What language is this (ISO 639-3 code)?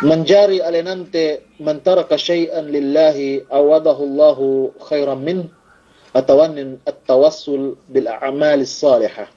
yka